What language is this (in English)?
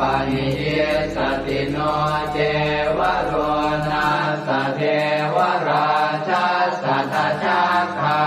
Pali